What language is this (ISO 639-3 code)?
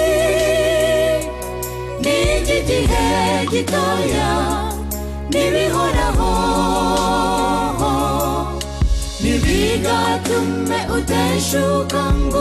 kin